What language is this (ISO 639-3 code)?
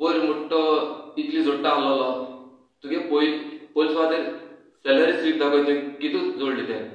kok